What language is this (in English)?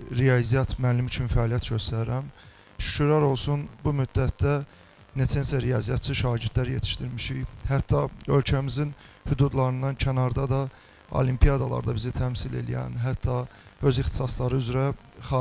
Azerbaijani